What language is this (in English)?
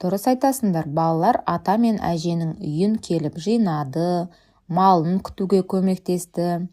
Kazakh